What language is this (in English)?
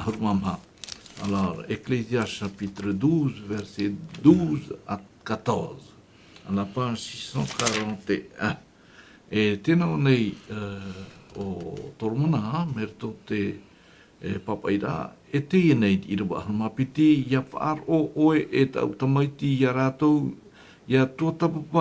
Tahitian